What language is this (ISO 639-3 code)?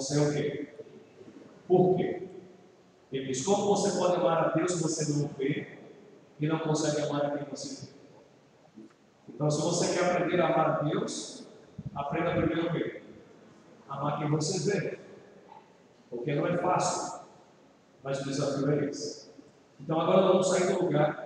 por